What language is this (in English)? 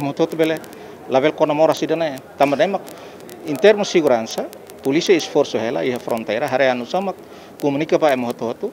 Tetum